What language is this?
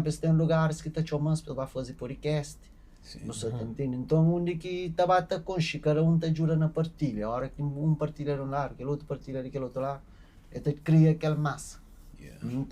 Kabuverdianu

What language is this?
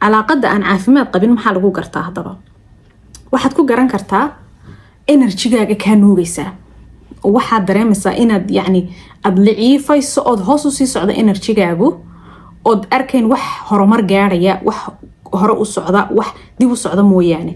Somali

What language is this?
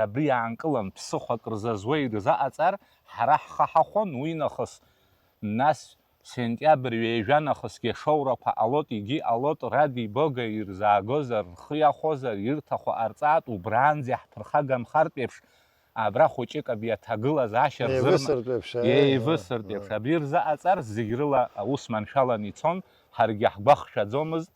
Abkhazian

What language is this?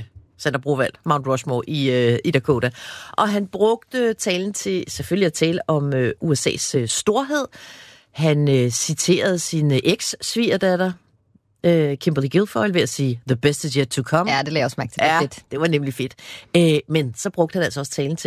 Danish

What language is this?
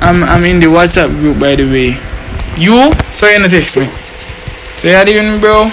Jamaican Creole English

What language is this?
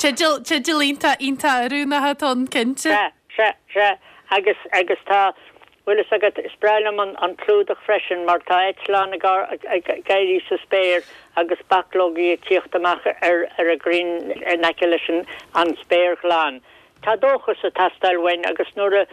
Irish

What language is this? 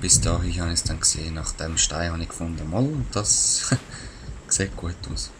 Swiss German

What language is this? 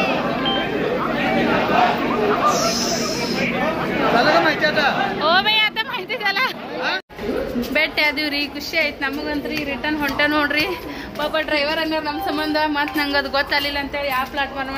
Kannada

